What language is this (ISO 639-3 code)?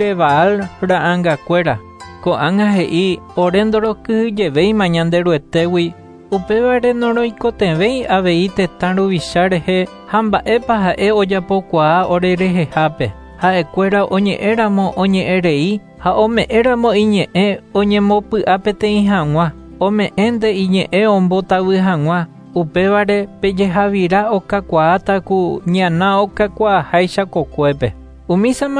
grn